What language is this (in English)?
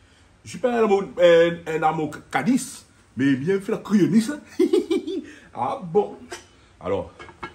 Réunion Creole French